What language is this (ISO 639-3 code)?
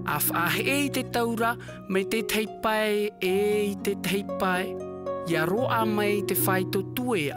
tah